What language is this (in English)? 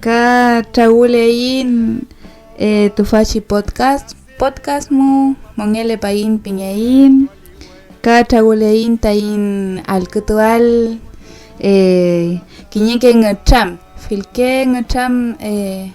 Mapuche